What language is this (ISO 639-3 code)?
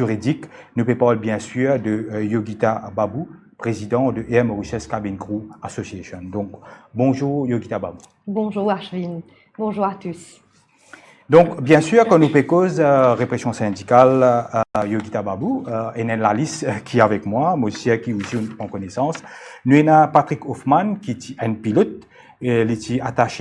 mfe